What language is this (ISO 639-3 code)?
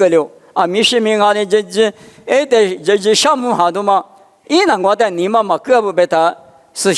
lis